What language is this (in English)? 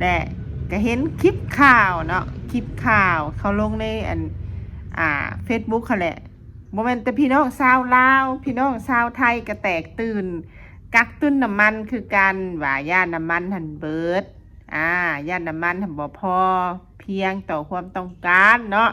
Lao